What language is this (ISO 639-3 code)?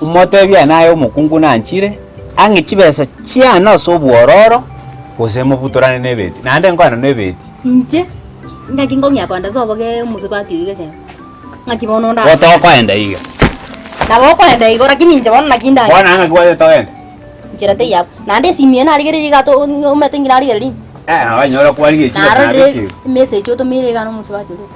guz